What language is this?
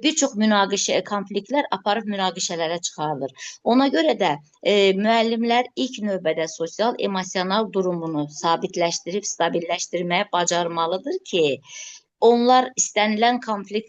Azerbaijani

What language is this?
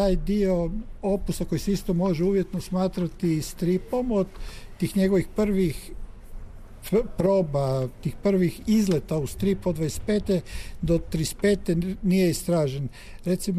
Croatian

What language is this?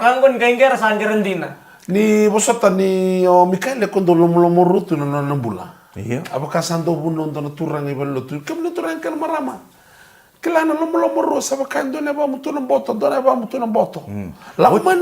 Fijian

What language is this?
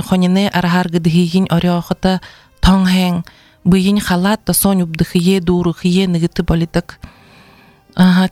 Buriat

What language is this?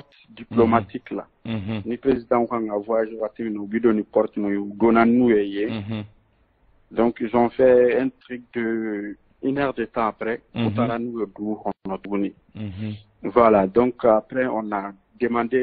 Bambara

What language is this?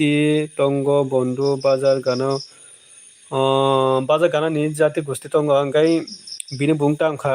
Kok Borok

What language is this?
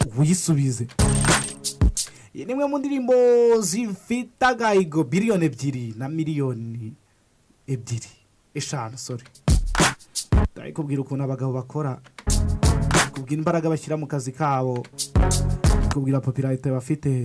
Kinyarwanda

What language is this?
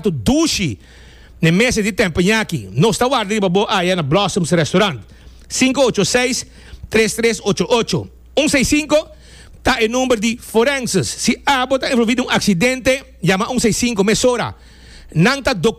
Papiamento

